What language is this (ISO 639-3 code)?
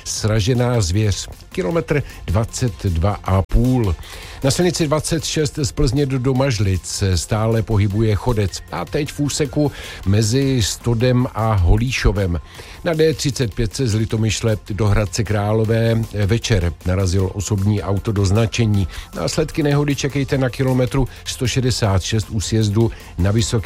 ces